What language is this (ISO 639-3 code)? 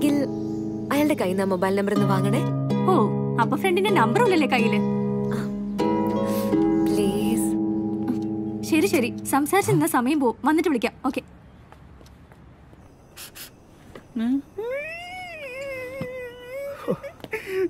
mal